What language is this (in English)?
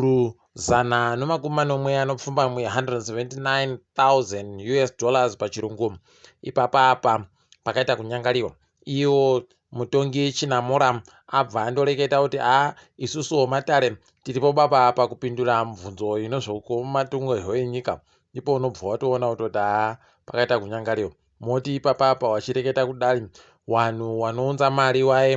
Ndau